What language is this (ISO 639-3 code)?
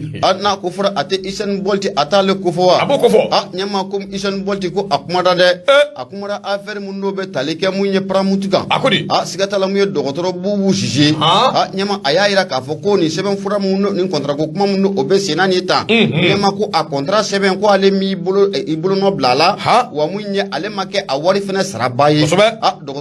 bam